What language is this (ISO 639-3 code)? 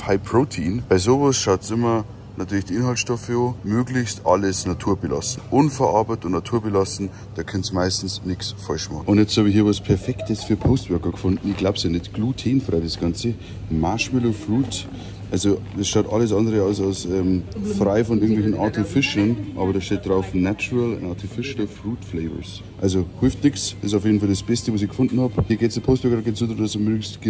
deu